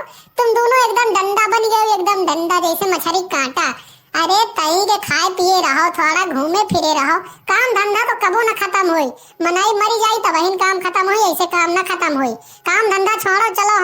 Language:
Awadhi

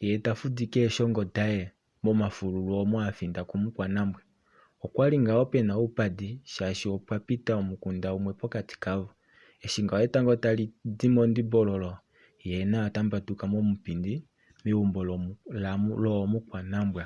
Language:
Kuanyama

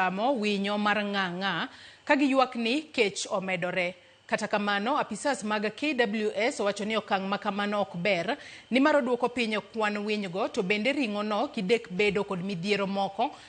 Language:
Luo (Kenya and Tanzania)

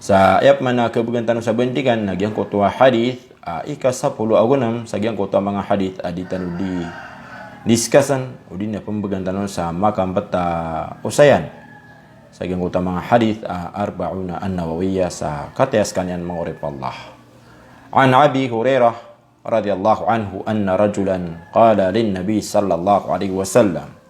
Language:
Maranao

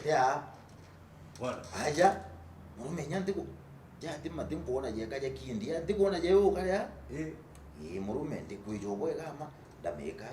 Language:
Meru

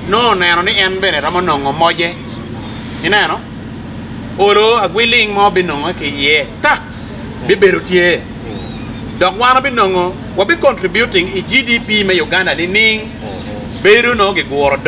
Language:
Acoli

